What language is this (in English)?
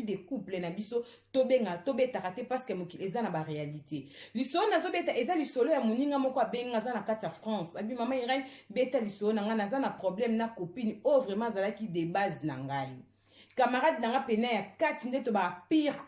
Lingala